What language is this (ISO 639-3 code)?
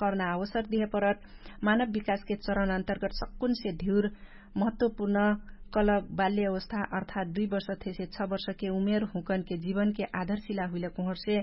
thl